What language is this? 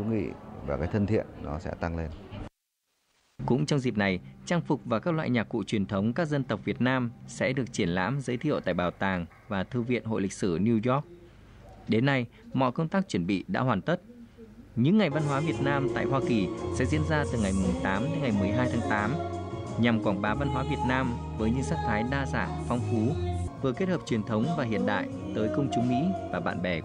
Vietnamese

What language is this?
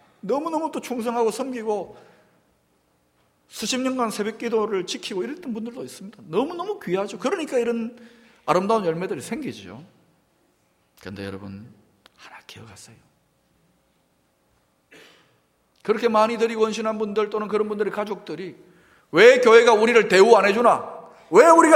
Korean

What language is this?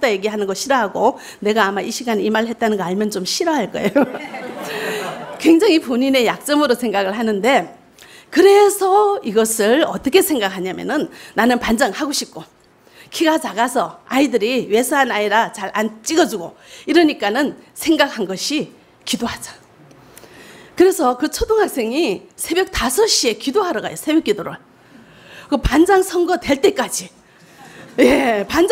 Korean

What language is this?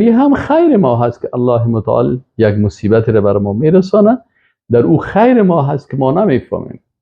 Persian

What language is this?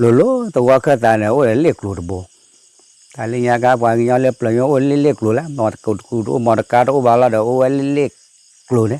S'gaw Karen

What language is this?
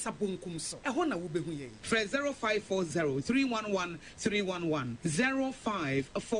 Akan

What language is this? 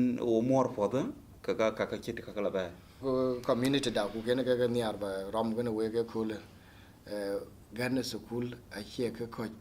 Dinka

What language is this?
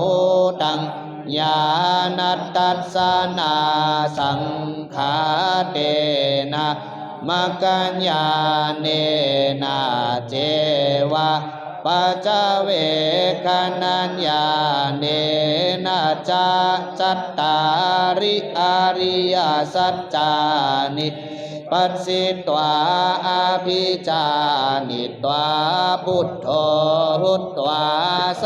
Pali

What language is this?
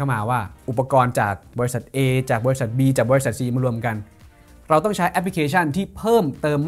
Thai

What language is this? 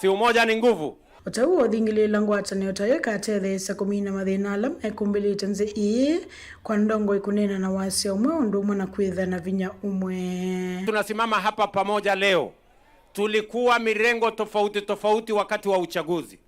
Kamba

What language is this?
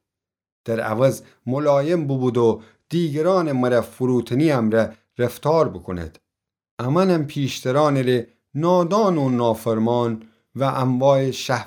Gilaki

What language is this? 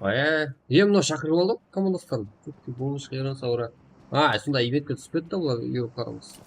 Kara-Kalpak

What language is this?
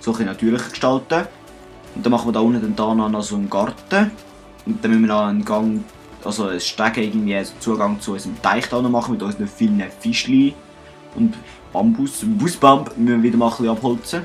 Swiss German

